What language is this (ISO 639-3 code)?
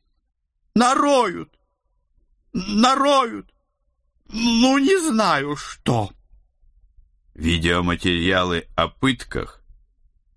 rus